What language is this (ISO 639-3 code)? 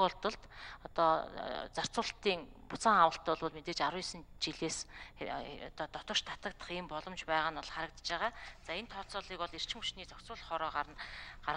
mon